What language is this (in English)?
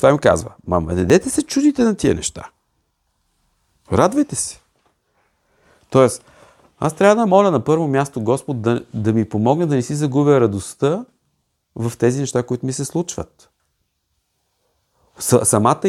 Bulgarian